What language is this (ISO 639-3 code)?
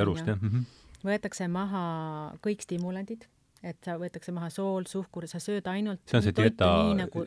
est